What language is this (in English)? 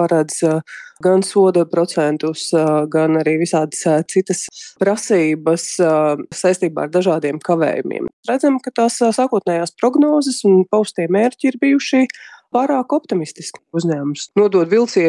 Latvian